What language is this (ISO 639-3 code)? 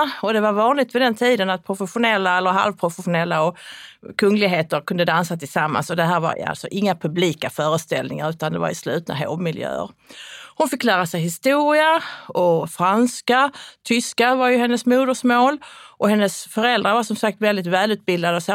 swe